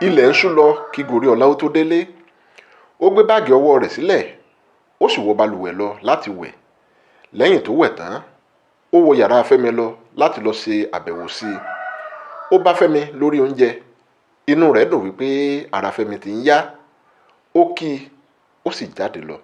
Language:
Yoruba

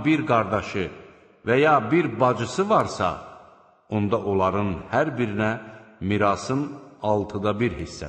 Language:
Azerbaijani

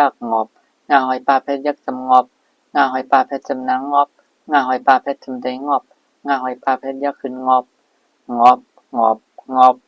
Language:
Shan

